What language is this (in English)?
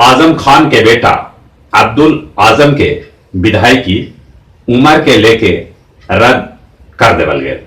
Magahi